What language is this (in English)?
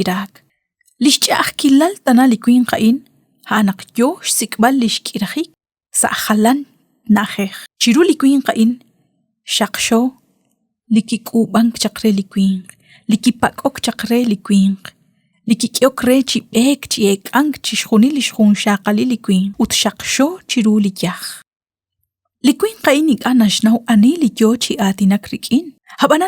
Kekchí